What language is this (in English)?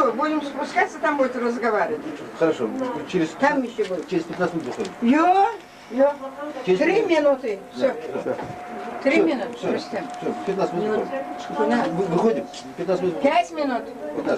Crimean Tatar